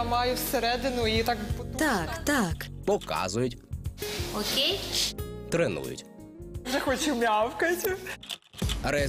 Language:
Ukrainian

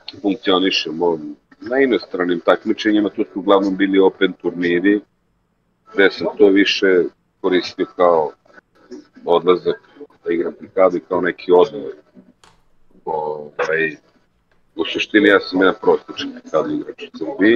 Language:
Serbian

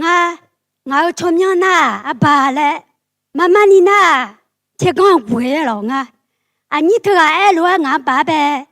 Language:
Akha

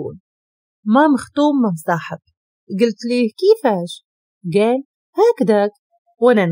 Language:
Moroccan Arabic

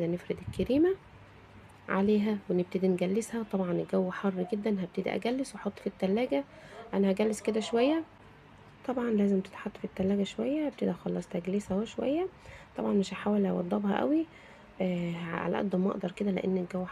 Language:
Egyptian Arabic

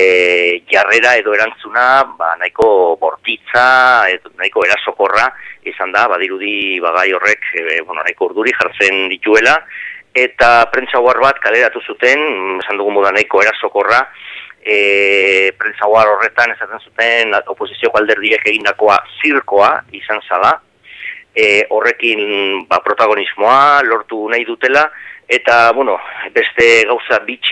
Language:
Basque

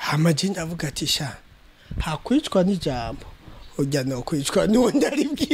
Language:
Rundi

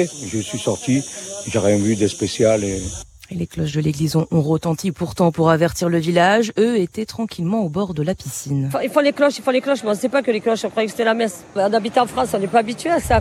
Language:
French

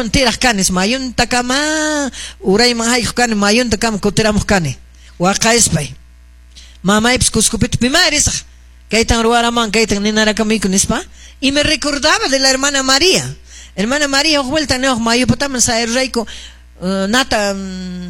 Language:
Quechua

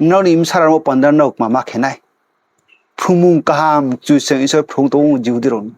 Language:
Riang (India)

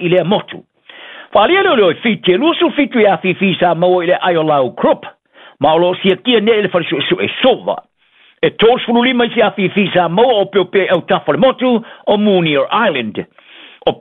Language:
Samoan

